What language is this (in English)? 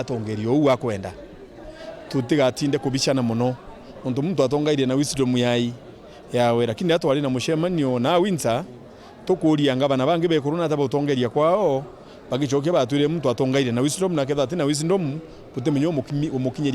Meru